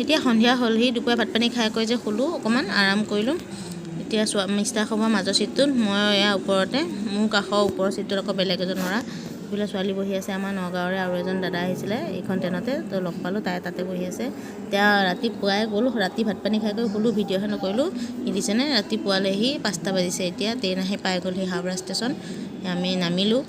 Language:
Assamese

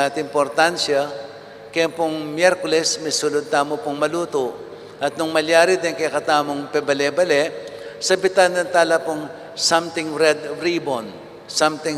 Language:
Pampanga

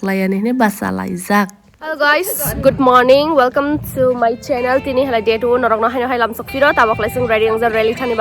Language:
Kok Borok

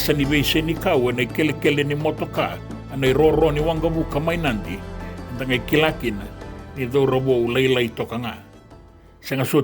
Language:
Fijian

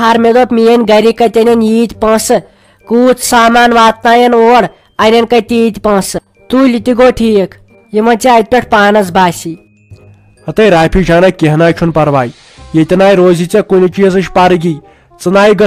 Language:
Kashmiri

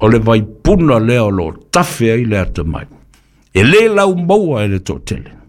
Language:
Samoan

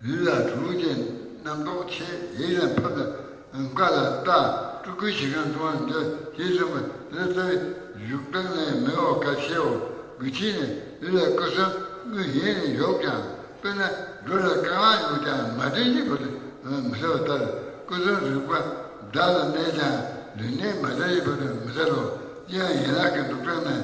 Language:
Tibetan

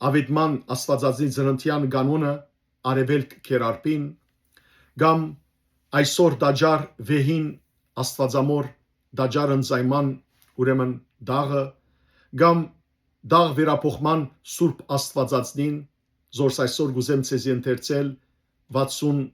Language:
Western Armenian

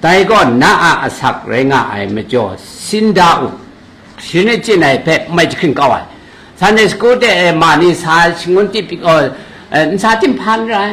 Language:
Kachin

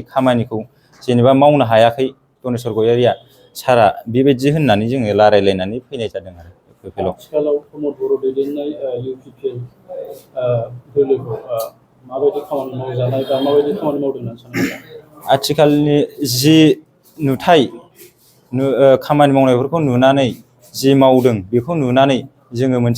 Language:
Bodo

